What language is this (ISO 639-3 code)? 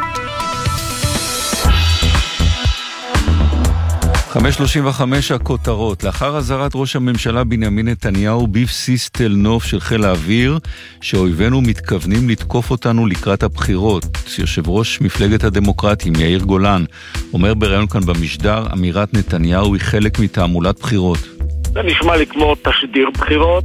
heb